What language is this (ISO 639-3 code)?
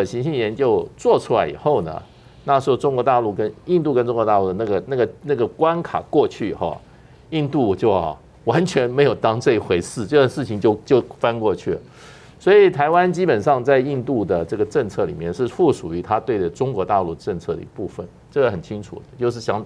zho